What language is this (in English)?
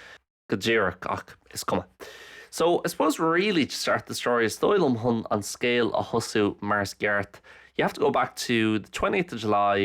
Irish